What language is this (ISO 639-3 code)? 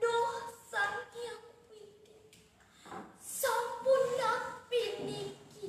ban